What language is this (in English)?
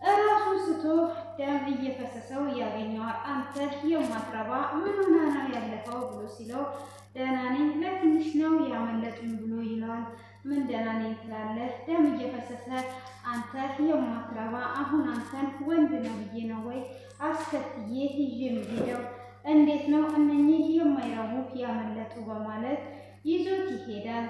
Amharic